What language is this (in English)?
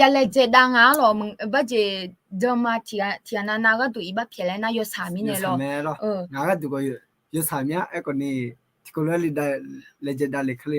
Akha